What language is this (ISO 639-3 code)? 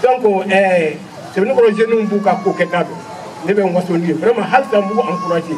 bam